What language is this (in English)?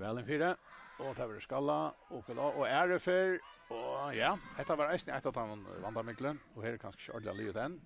Faroese